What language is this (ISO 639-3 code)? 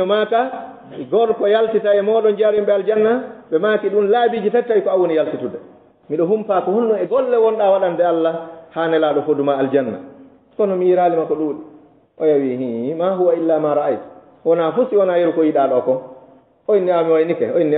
ful